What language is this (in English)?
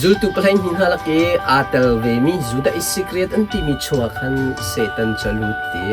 Hakha Chin